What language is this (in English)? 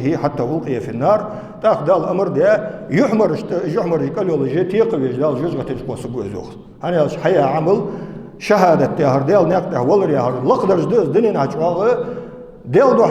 Ingush